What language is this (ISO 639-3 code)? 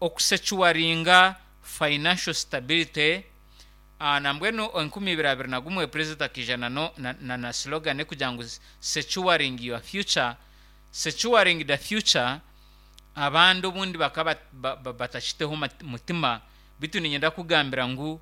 nyn